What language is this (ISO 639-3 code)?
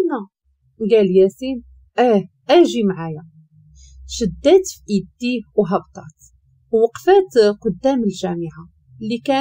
ary